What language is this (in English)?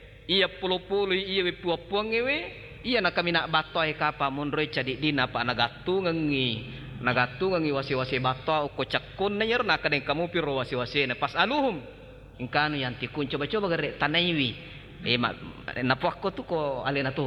Buginese